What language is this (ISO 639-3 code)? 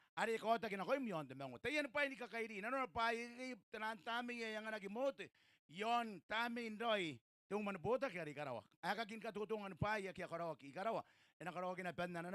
gil